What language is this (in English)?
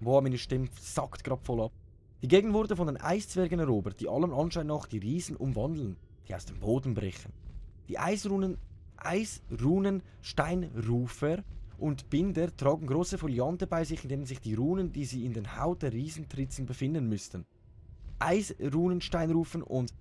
Swiss German